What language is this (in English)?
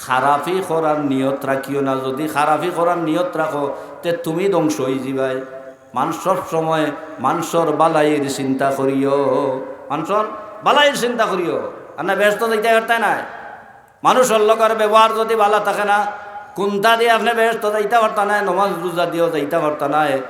Sylheti